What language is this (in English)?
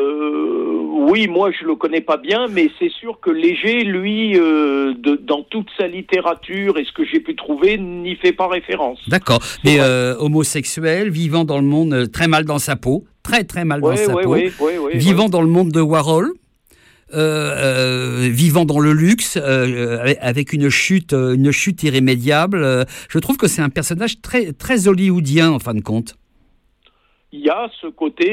French